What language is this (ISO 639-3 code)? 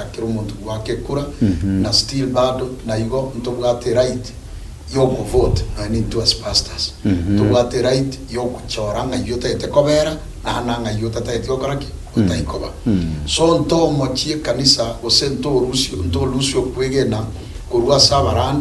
guz